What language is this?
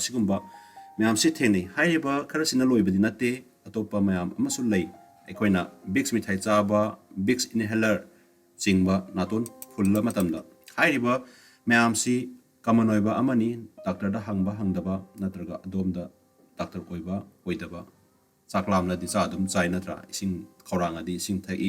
Manipuri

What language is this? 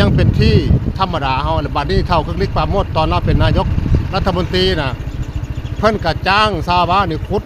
Northeastern Thai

